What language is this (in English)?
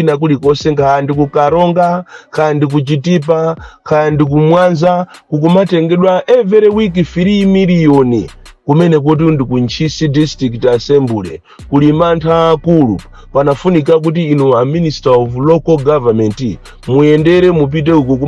Nyanja